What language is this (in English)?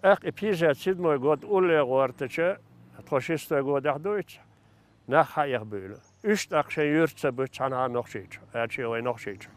Chechen